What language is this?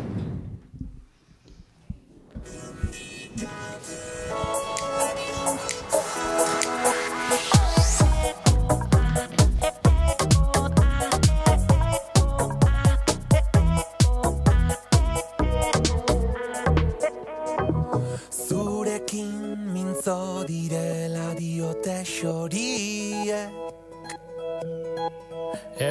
Basque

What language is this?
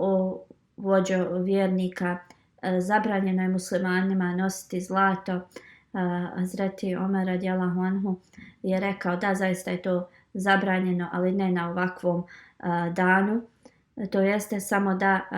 Bosnian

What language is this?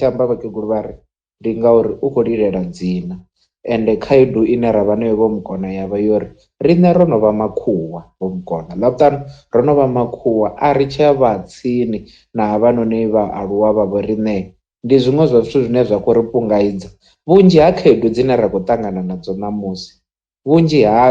Venda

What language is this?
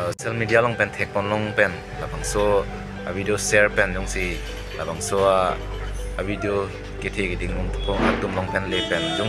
Karbi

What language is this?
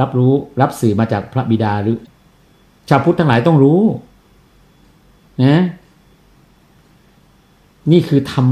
Thai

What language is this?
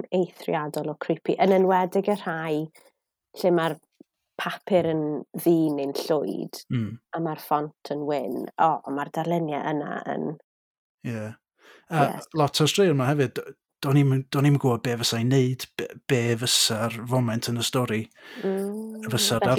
Welsh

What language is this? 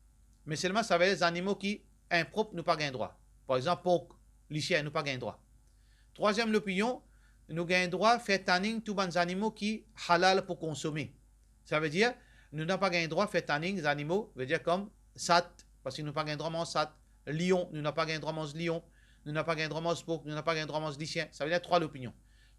Morisyen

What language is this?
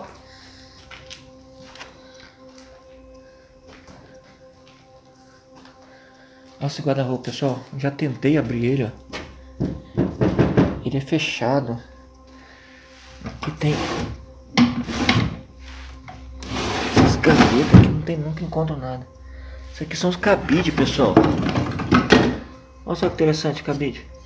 Portuguese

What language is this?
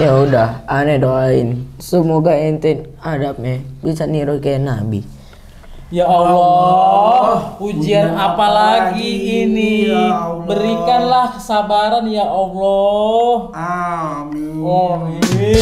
Betawi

